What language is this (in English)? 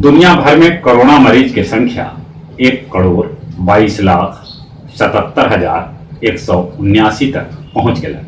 Magahi